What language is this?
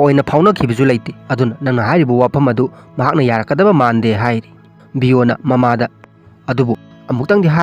Manipuri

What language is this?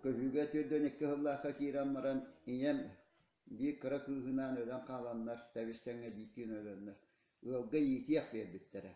Yakut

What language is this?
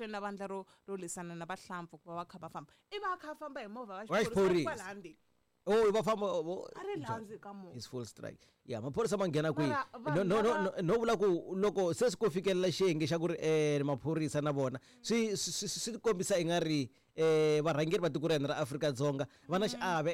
Tsonga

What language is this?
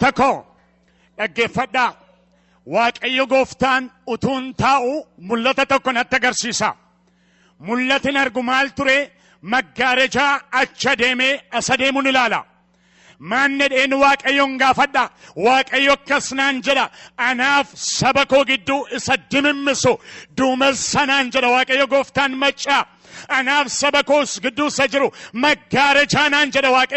Oromo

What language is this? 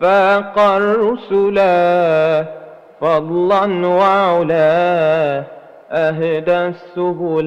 Madurese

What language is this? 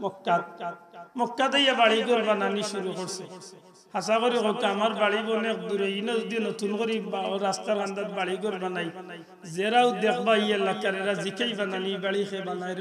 Sylheti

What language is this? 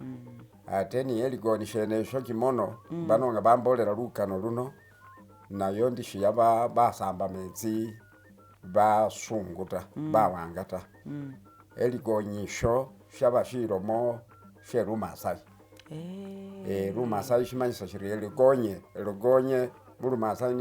Masaaba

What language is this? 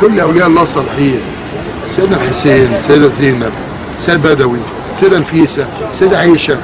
Egyptian Arabic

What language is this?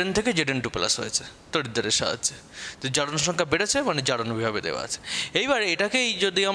Bangla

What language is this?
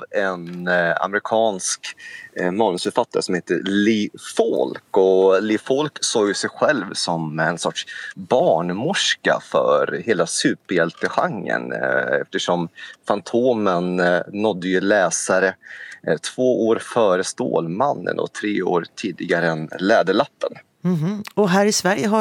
Swedish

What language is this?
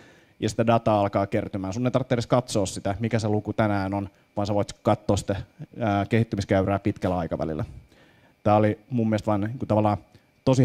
Finnish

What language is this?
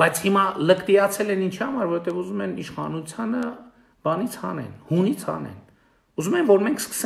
Armenian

